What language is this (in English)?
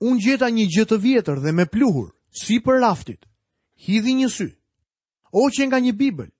Albanian